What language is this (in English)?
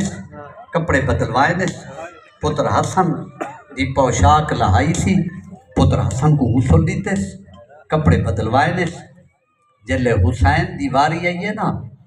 Saraiki